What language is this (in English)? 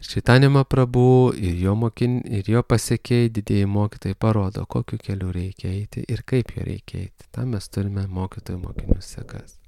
Lithuanian